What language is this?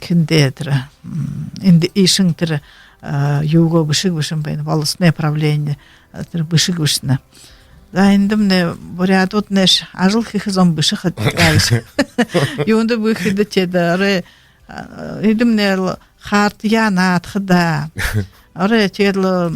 Buriat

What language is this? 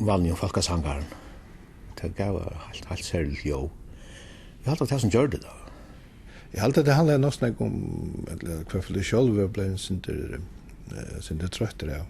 Faroese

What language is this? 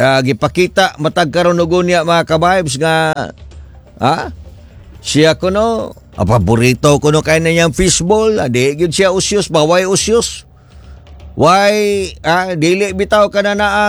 Cebuano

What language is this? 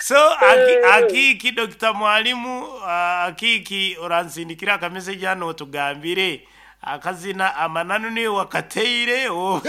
Nyankole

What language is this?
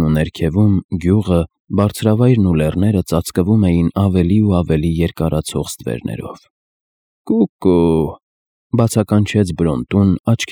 Armenian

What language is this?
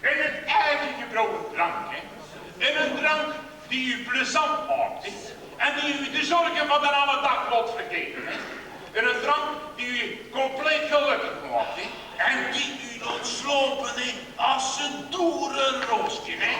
Limburgish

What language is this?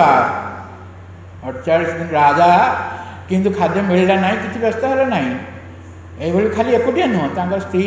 Odia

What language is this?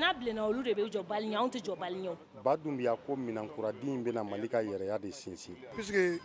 Bambara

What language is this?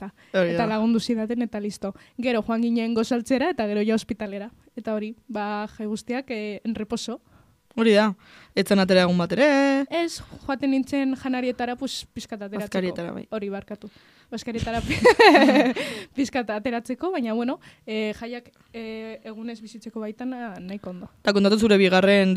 Basque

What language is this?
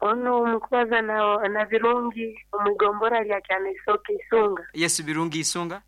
Nyankole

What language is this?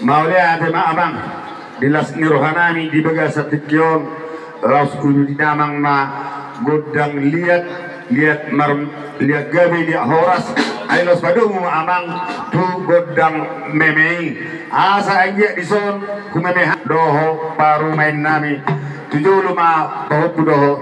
Batak Toba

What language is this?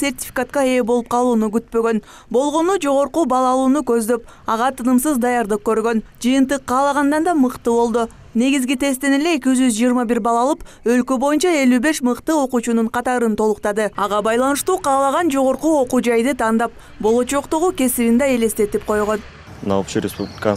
Kyrgyz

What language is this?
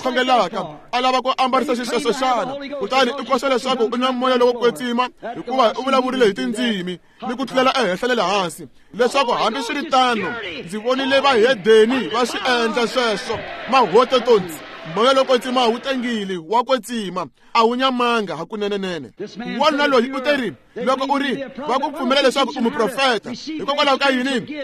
Tsonga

